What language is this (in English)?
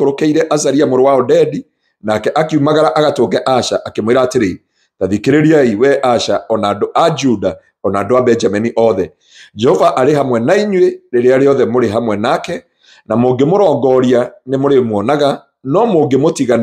Kikuyu